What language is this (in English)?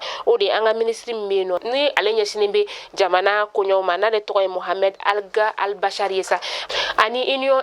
Bambara